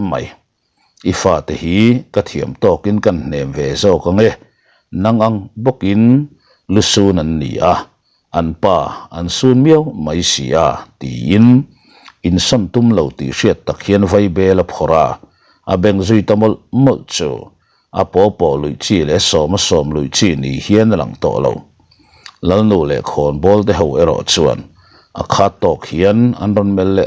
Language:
Mizo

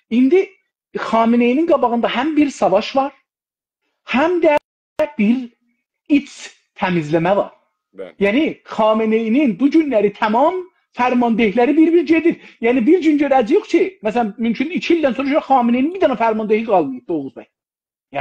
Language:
South Azerbaijani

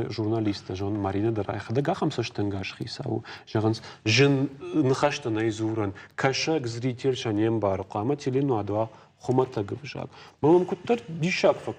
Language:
Ossetic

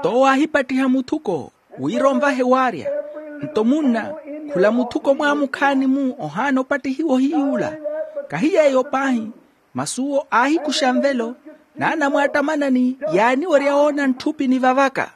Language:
Makhuwa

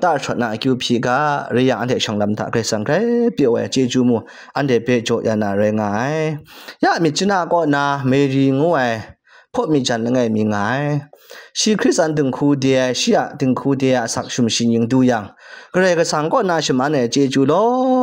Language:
Kachin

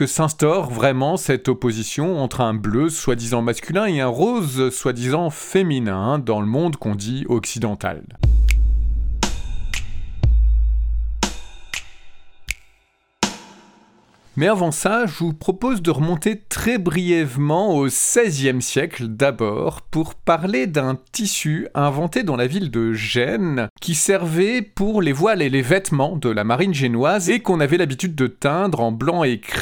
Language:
French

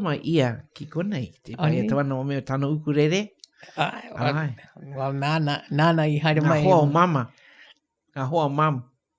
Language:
Māori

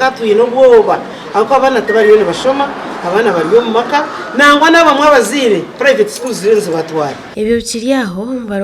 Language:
Nyankole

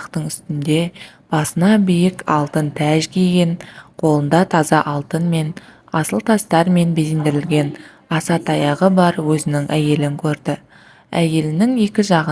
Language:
Kazakh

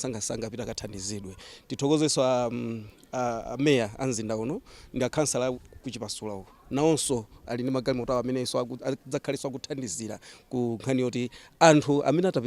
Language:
Nyanja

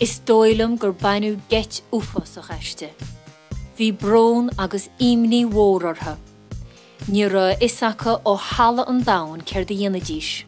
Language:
Irish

